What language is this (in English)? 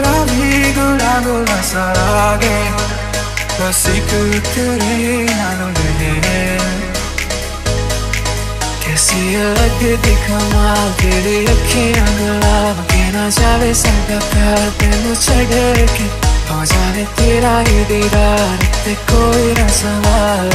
Hindi